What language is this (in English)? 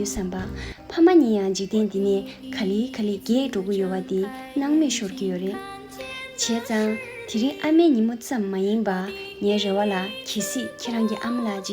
Tibetan